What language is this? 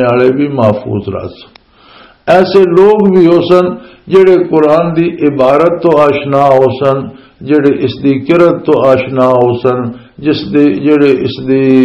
Western Panjabi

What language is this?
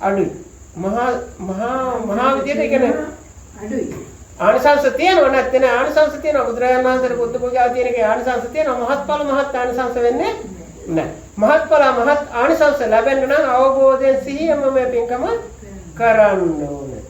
Sinhala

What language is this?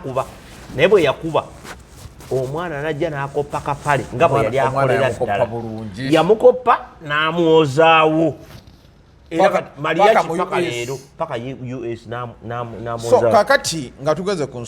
Ganda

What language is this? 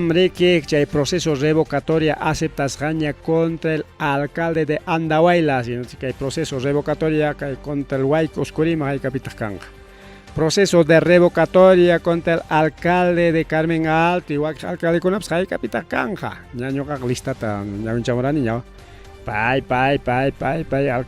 Ayacucho Quechua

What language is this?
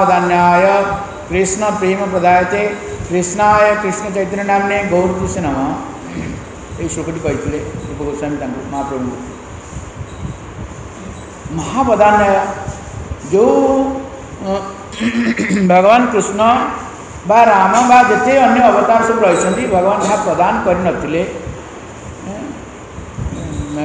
Odia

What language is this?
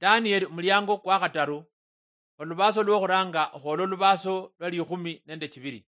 Luyia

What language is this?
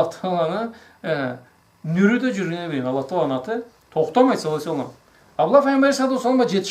Karachay-Balkar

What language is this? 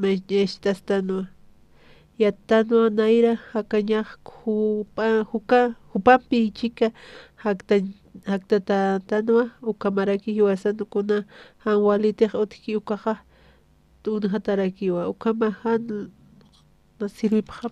Aymara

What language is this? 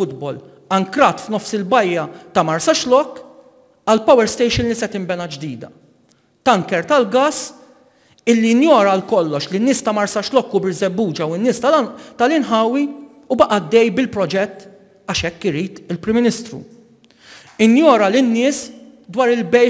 Maltese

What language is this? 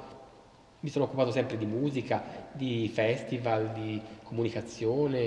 Italian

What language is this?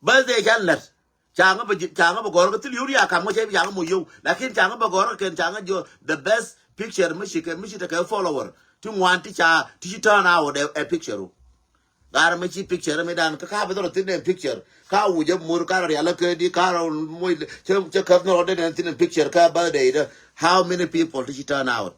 Nuer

